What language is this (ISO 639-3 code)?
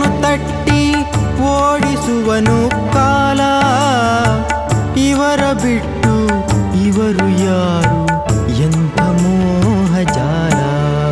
kan